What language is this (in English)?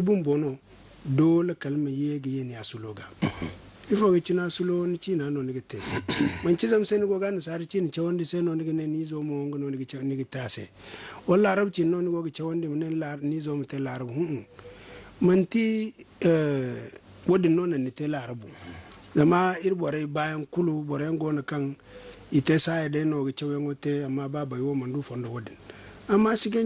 Zarma